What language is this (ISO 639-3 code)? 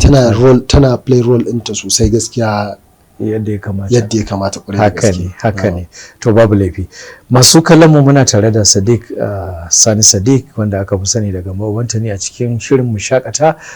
hau